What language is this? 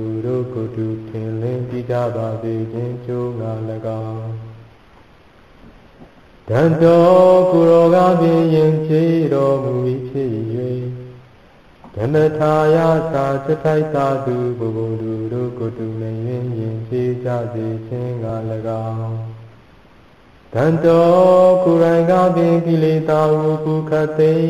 Burmese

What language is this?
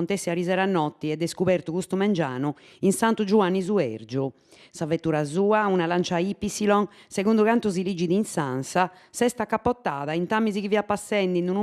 Sardinian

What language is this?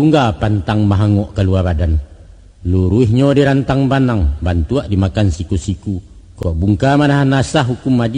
Minangkabau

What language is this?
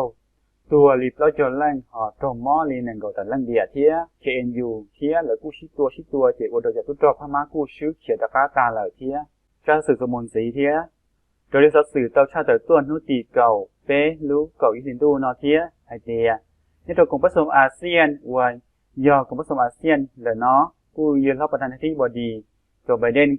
Hmong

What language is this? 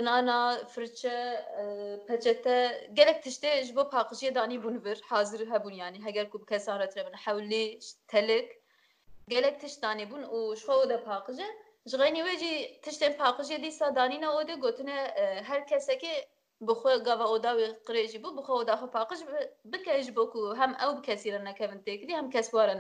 Kurdish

